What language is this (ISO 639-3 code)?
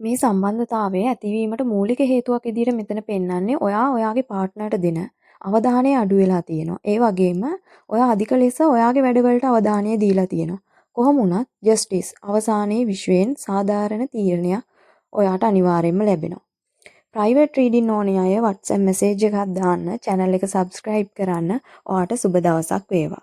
sin